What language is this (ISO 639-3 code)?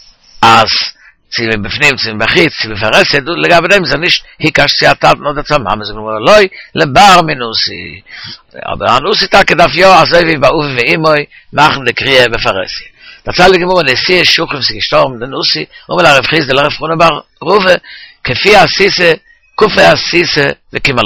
yid